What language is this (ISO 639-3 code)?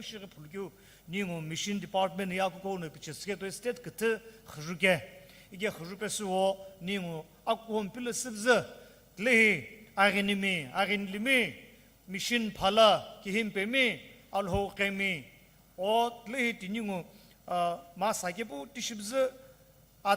nsm